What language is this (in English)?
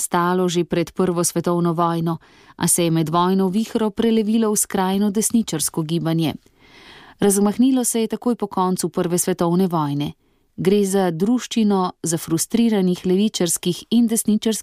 Slovenian